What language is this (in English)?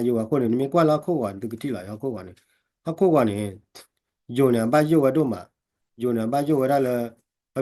S'gaw Karen